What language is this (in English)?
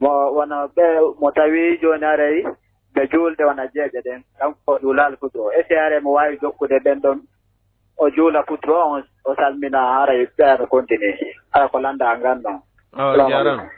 Fula